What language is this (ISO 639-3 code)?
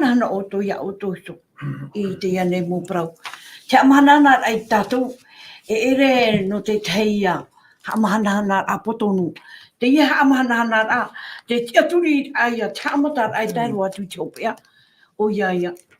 tah